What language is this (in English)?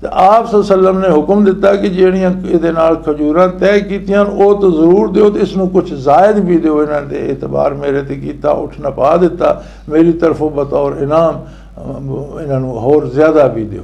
Western Panjabi